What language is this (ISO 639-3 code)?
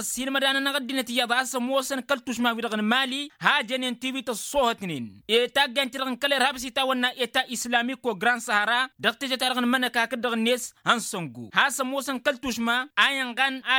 taq